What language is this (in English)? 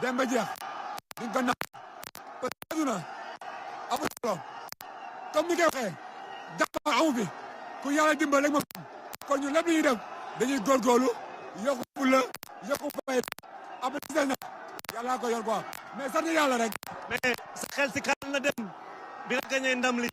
Wolof